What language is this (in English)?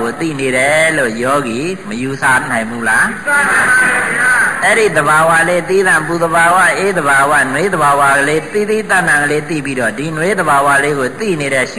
Burmese